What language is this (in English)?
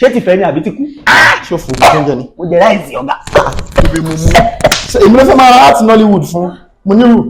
Yoruba